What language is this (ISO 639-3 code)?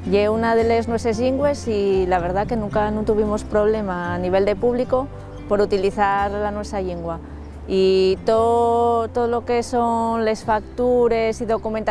ast